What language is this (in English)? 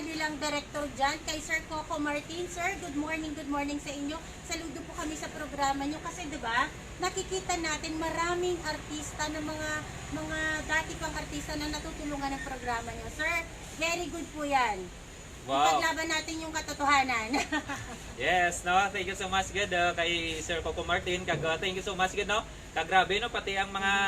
Hiligaynon